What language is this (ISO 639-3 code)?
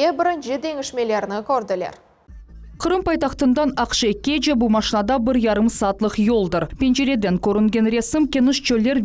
crh